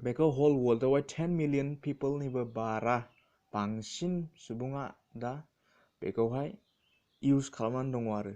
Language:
Bodo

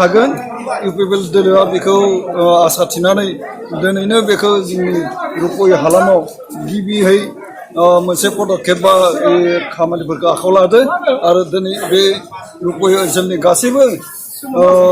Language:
Bodo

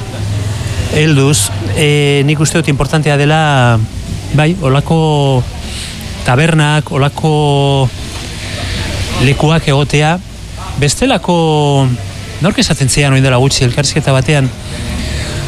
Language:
Basque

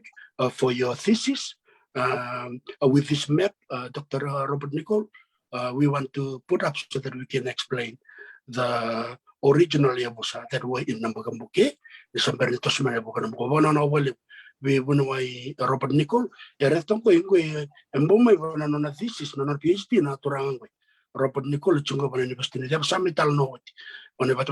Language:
Fijian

